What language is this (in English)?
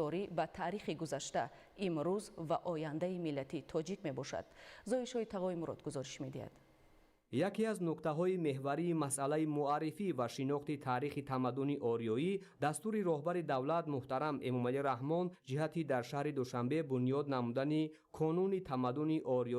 Tajik